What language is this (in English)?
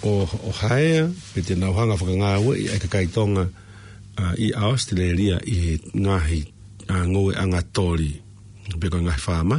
Tongan